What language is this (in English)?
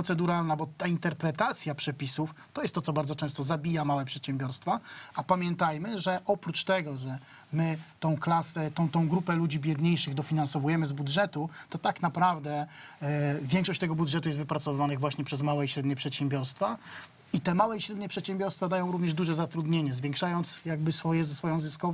Polish